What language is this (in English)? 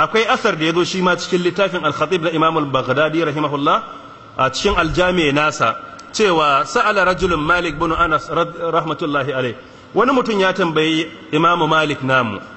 Hausa